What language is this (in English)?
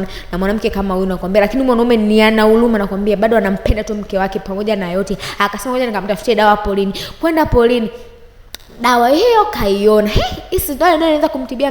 Swahili